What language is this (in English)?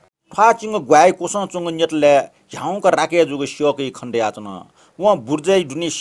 Newari